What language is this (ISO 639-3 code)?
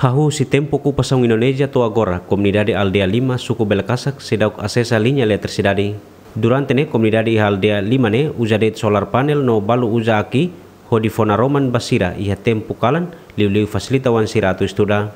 tet